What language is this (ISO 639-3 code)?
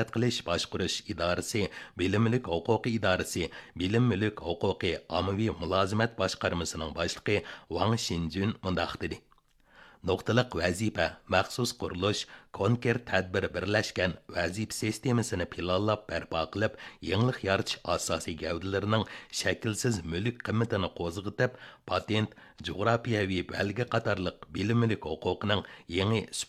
uig